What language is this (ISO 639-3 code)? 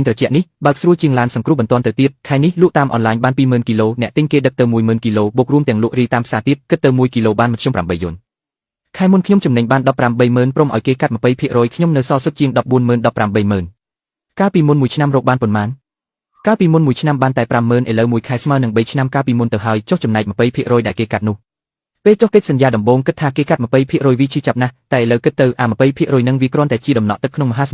khm